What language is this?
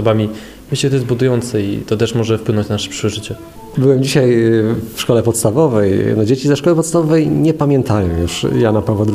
Polish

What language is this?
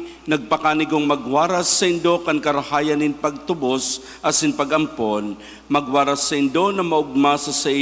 Bikol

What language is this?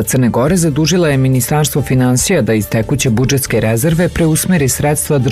Serbian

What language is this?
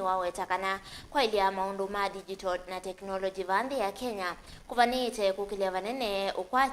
Kamba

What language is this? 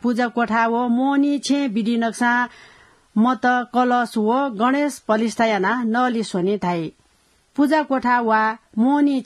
Newari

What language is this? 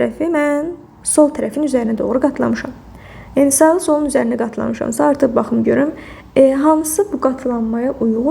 Azerbaijani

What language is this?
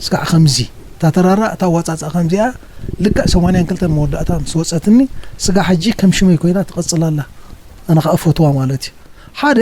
Tigrinya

